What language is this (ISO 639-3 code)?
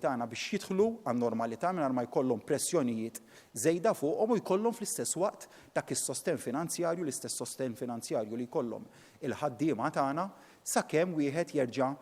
mlt